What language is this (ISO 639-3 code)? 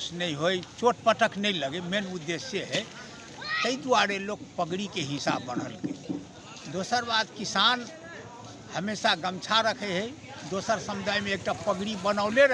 mag